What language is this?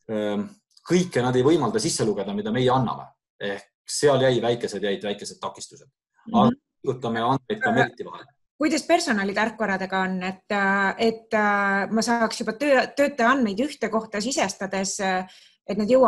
Estonian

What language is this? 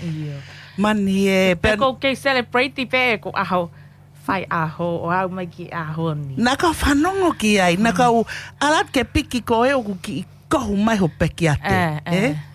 Tongan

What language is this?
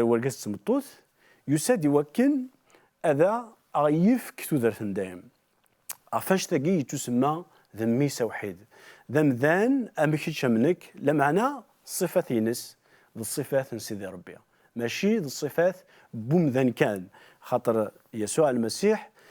Kabyle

